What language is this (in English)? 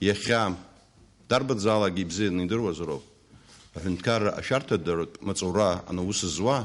Abkhazian